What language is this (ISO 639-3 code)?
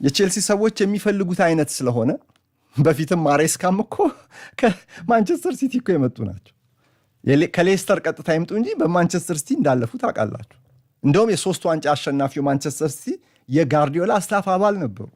amh